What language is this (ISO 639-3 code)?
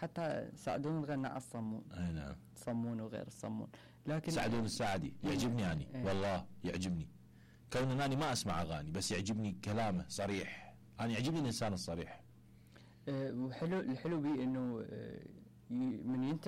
acm